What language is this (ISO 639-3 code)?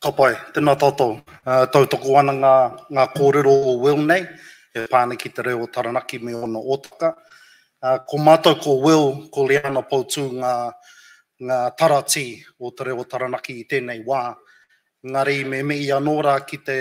mri